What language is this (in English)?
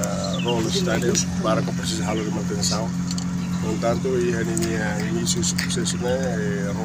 Tetum